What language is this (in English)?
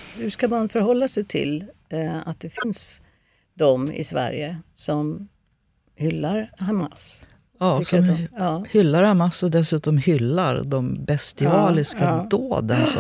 Swedish